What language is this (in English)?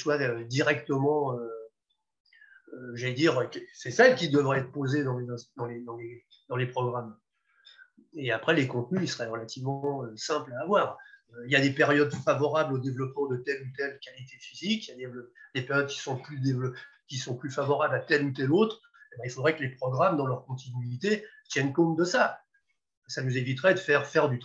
French